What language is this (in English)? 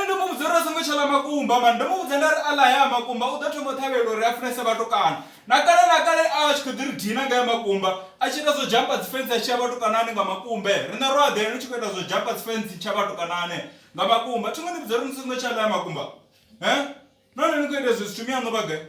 Venda